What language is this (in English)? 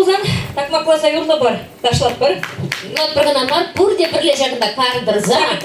Chuvash